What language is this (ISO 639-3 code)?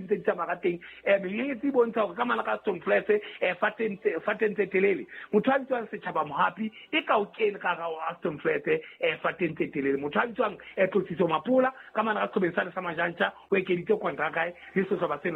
sot